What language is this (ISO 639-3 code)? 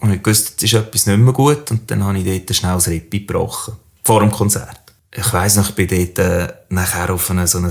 gsw